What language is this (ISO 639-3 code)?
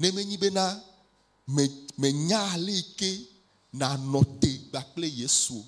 ewe